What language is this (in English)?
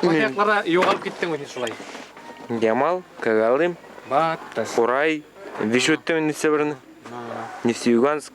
Bashkir